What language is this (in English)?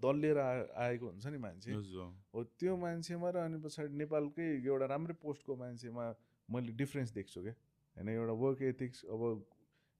Nepali